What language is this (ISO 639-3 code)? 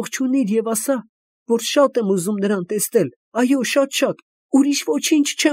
hye